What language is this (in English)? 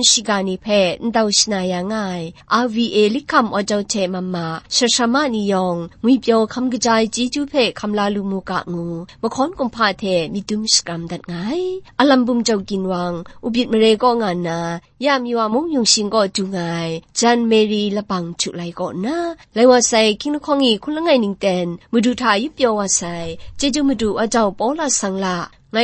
Kachin